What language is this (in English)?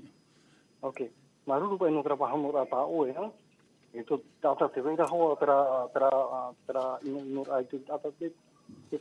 Tahitian